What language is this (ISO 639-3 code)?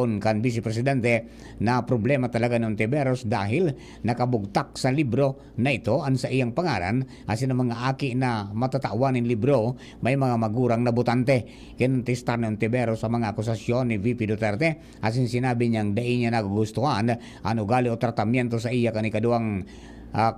bik